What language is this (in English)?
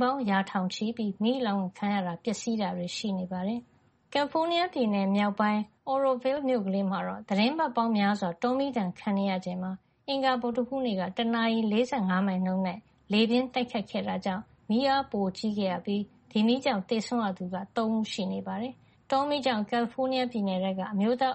Burmese